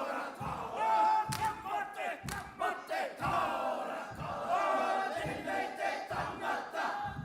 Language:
Māori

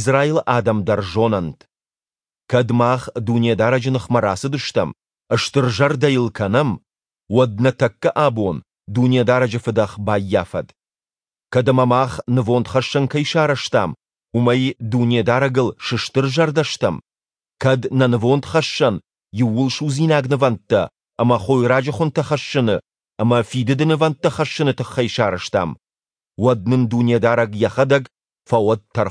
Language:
Ossetic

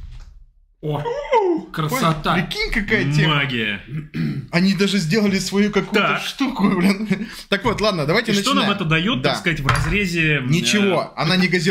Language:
Russian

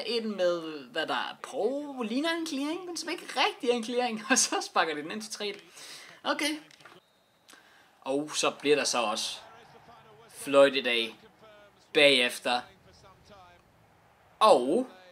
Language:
Danish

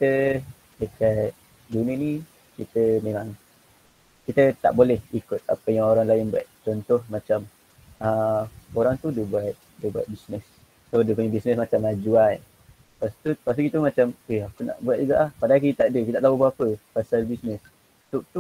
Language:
Malay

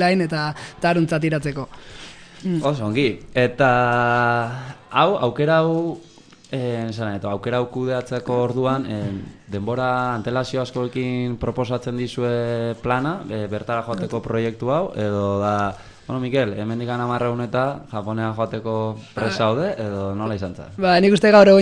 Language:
Basque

